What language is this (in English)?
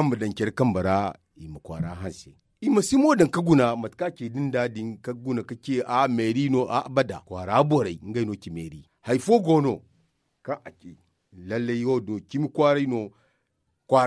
Zarma